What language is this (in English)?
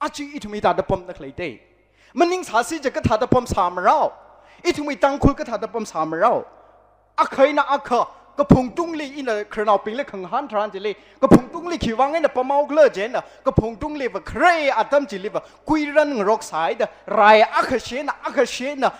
Tangkhul Naga (India)